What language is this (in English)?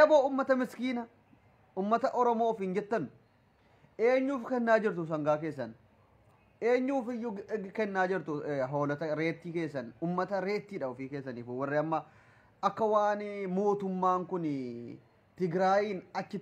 Oromo